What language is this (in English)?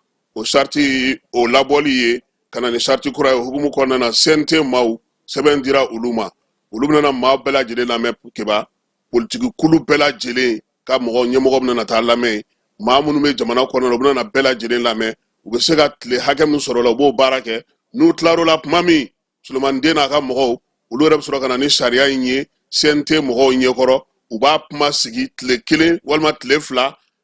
Bambara